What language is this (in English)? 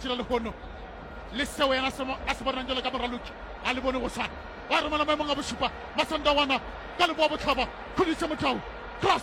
Northern Sotho